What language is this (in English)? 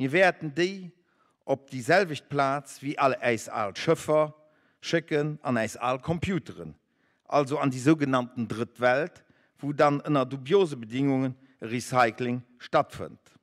Luxembourgish